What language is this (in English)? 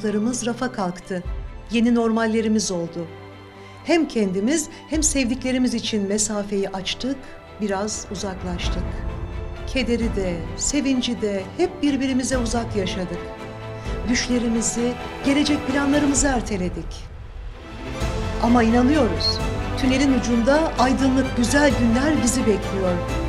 Turkish